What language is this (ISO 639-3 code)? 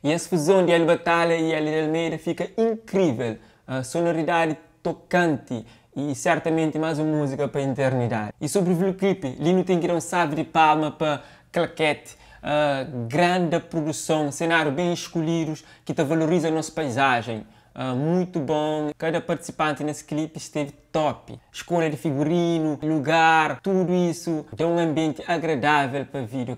kea